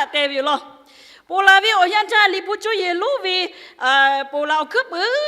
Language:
Lahu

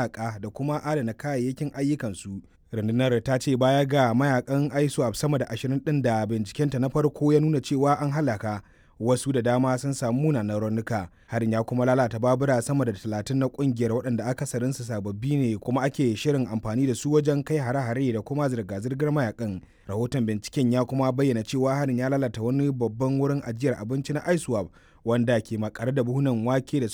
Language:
Hausa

